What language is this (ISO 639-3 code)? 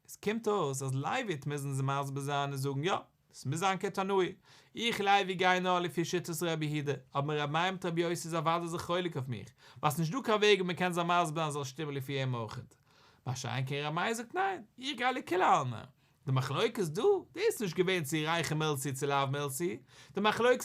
yid